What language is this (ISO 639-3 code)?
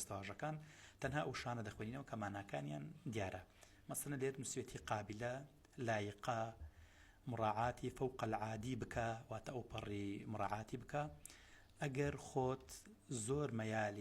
ckb